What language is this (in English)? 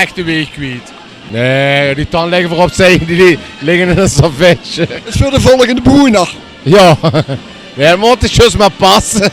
Limburgish